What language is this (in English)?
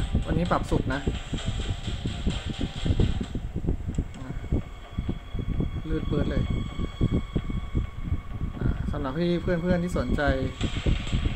Thai